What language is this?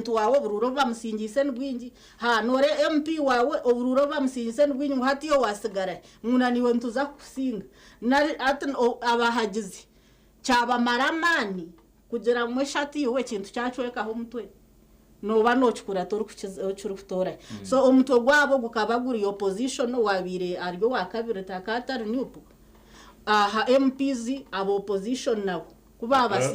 Nyankole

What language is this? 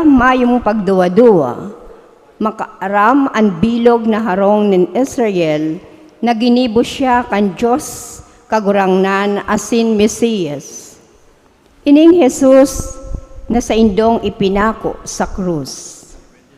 Bikol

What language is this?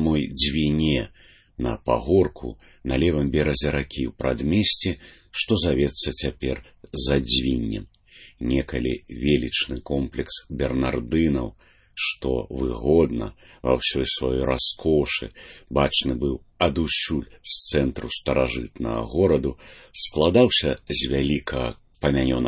Belarusian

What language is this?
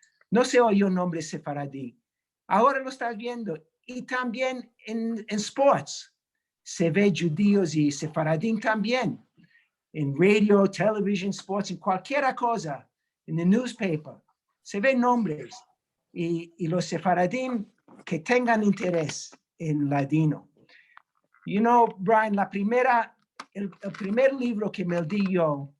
Ladino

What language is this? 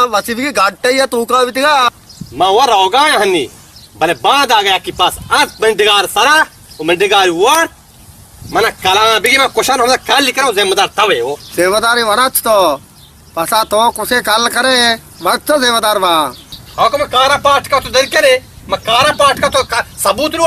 Baluchi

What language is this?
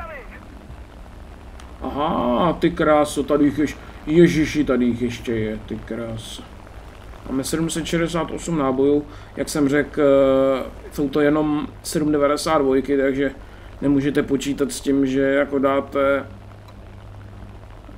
Czech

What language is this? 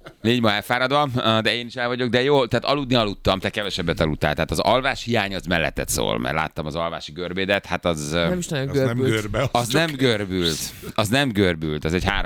Hungarian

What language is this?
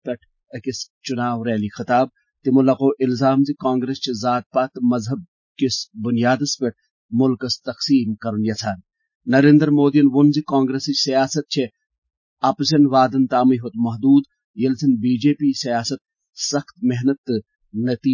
Kashmiri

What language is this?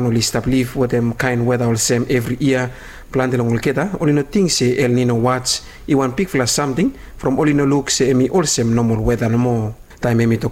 Bislama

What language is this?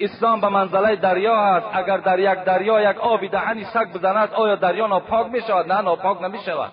Tajik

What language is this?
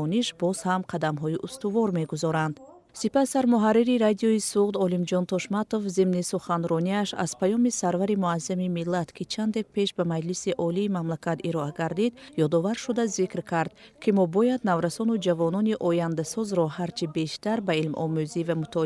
Tajik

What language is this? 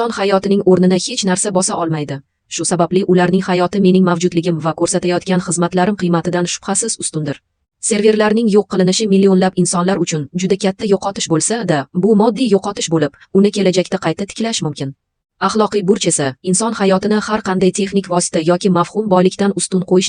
Uzbek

